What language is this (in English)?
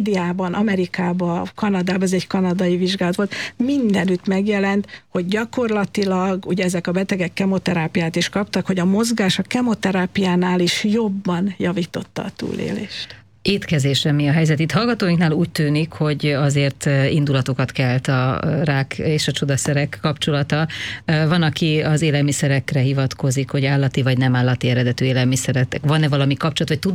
Hungarian